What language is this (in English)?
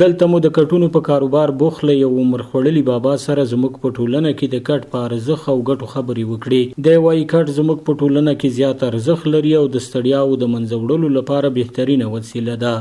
Pashto